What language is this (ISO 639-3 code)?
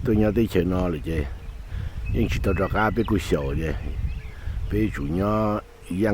hmn